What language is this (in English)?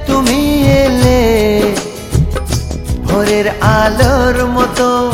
Bangla